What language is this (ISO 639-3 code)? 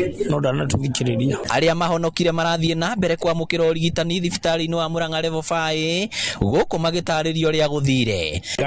kik